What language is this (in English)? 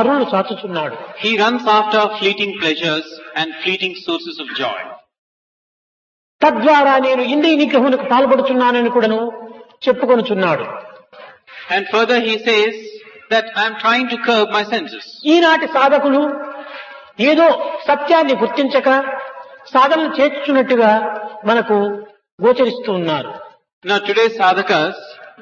Telugu